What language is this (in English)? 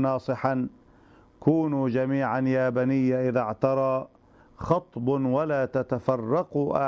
Arabic